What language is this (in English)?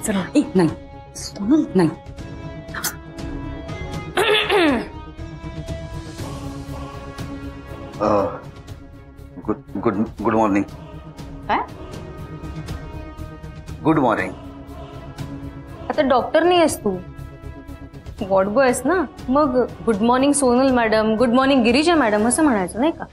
Marathi